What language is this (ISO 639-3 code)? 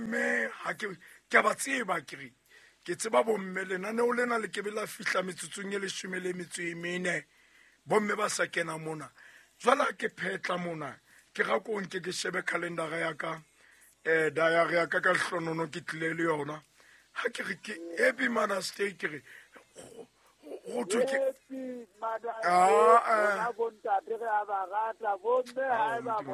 sot